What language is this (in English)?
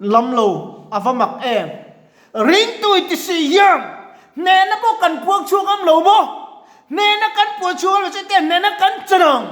Mizo